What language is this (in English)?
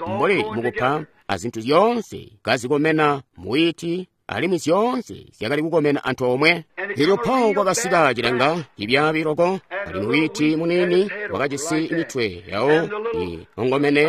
Tonga (Zambia)